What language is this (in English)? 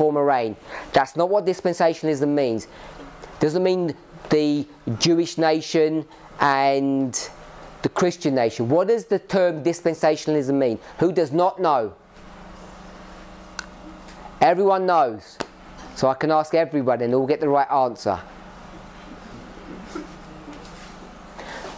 English